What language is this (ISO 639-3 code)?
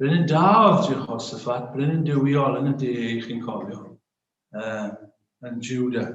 cym